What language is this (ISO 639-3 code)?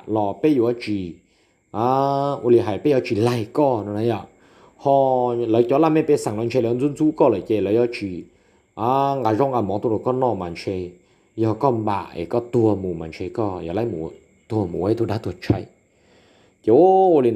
hmn